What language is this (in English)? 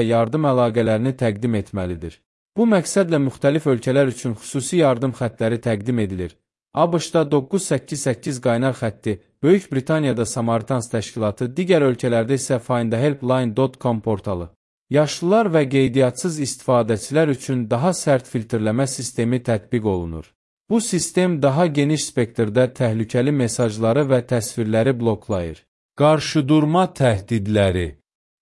Azerbaijani